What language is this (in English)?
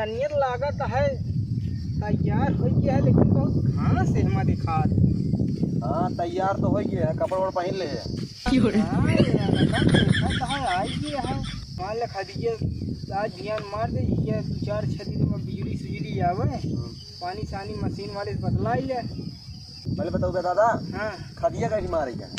Awadhi